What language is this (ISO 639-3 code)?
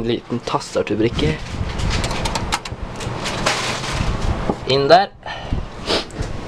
nor